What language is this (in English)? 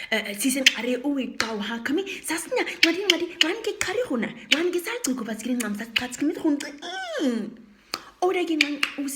Nama